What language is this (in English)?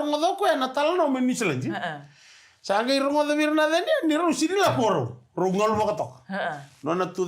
Fijian